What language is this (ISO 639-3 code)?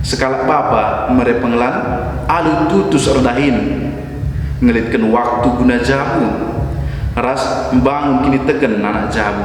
btx